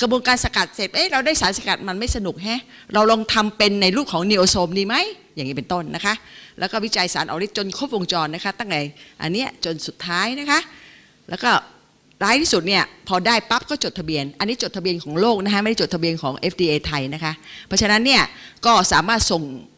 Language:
Thai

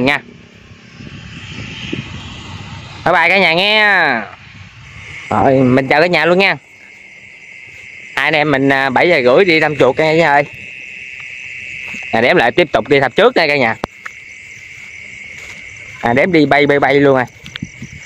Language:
Vietnamese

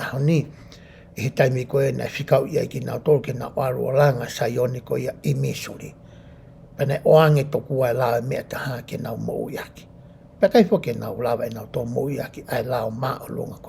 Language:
Tongan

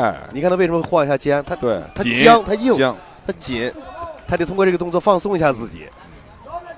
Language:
Chinese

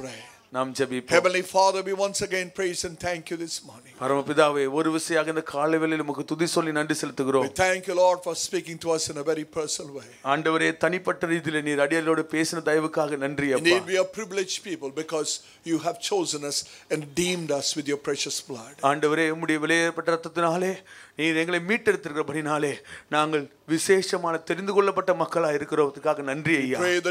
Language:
Tamil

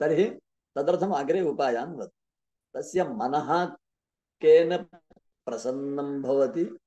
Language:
Sanskrit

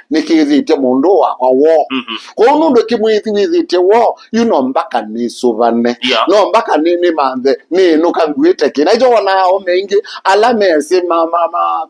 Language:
Kamba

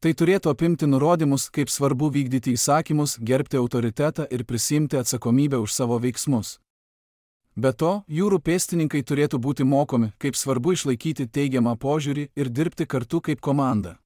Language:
Lithuanian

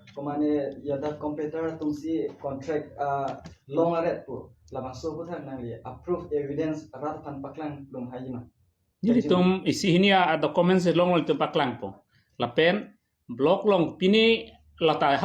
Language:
Karbi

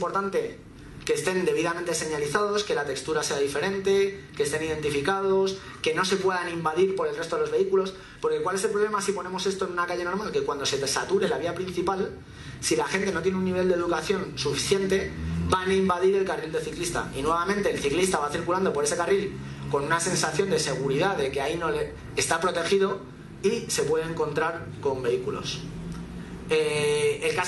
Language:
Spanish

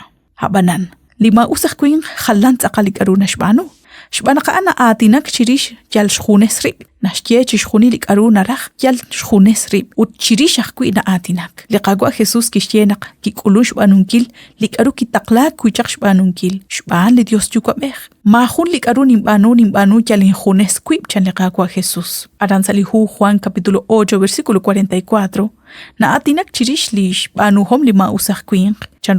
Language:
Kekchí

